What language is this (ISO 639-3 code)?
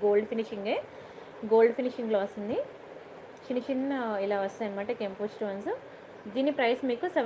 tel